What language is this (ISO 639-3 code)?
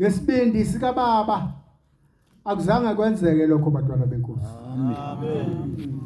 zul